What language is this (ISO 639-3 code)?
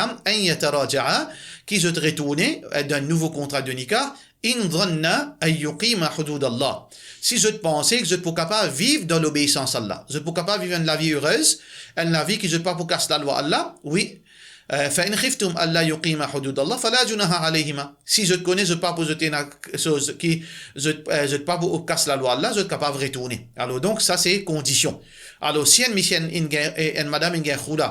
mfe